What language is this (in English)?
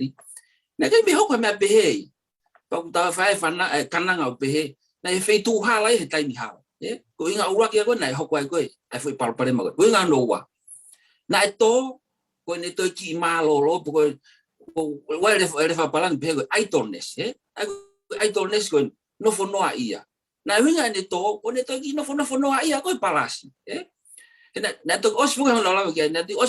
Tongan